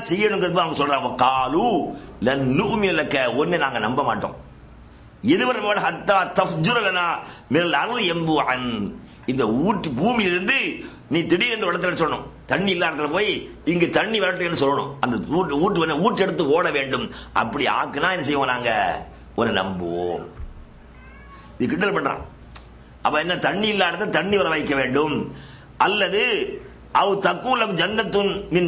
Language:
Tamil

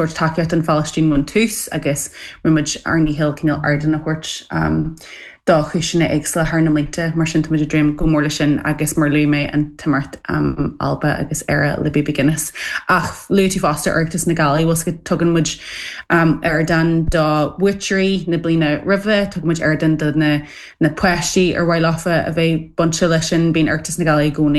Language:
Irish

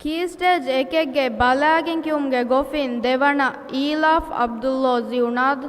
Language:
Divehi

